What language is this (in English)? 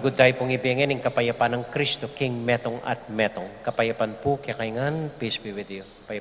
Pampanga